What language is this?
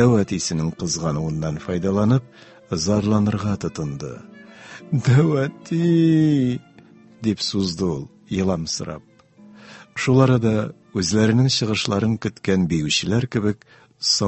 Tatar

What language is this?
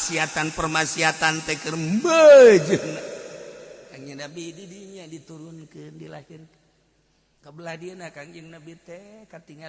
Sundanese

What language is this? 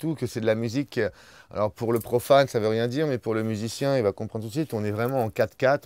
French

